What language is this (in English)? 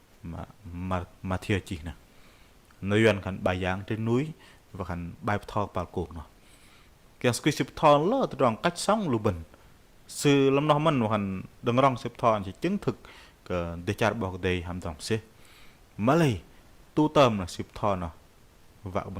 Bahnar